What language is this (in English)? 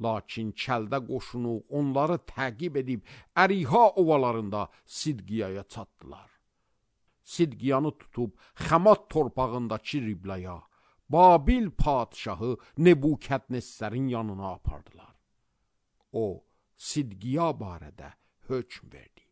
Azerbaijani